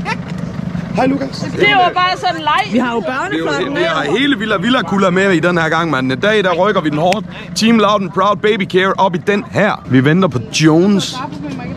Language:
Danish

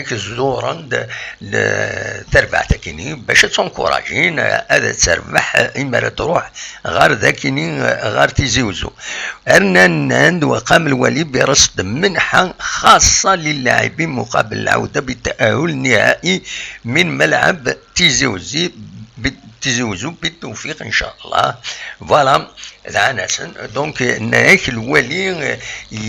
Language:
Kabyle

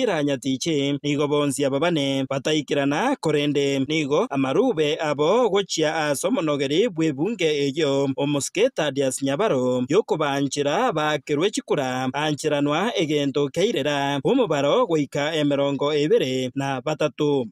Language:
Gusii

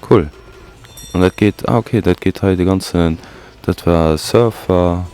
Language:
Luxembourgish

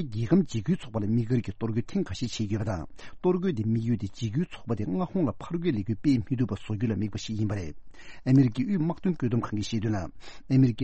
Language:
Tibetan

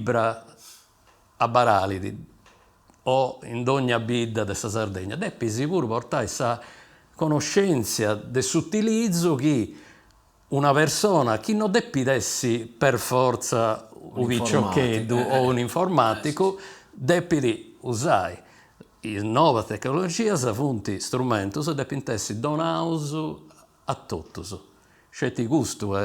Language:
Sardinian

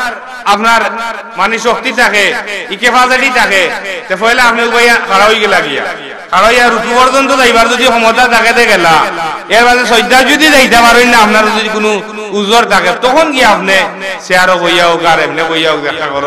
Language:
Sylheti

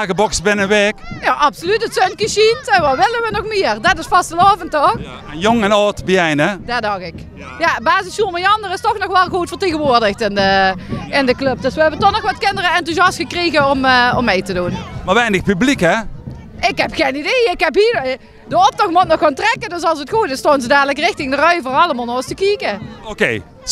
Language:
Limburgish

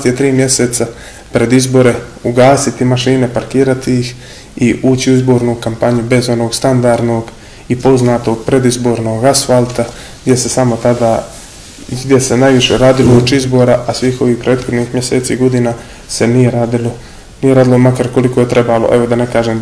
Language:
Bosnian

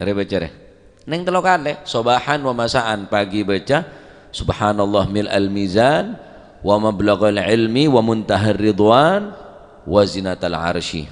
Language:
Madurese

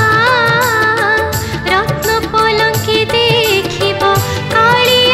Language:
Odia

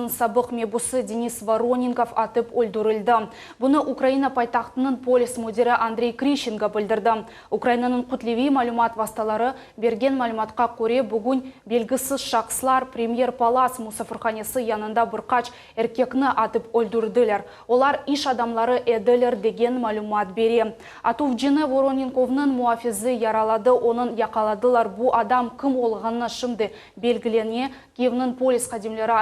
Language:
Crimean Tatar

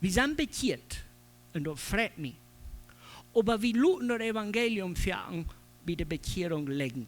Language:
Plautdietsch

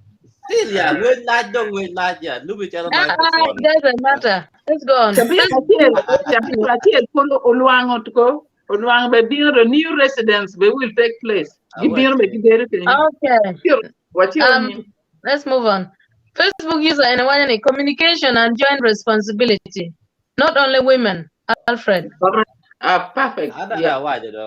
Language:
Acoli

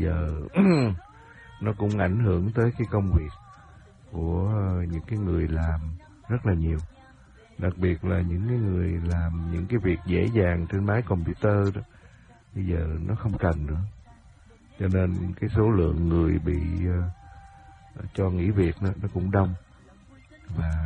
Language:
Vietnamese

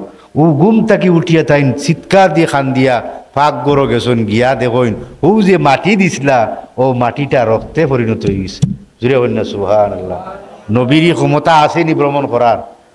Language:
Sylheti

